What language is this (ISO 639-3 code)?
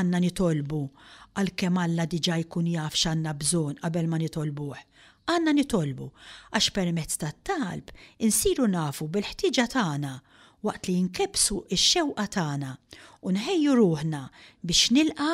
mlt